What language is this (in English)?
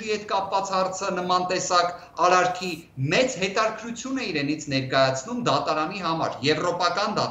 Armenian